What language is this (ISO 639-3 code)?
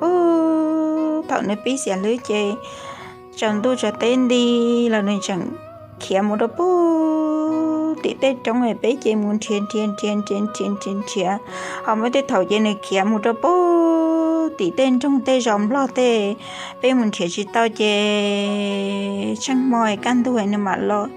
hmn